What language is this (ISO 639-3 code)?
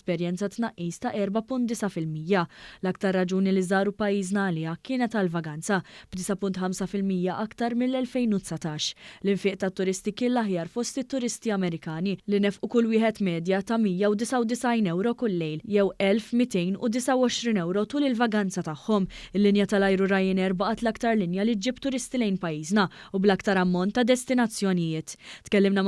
mlt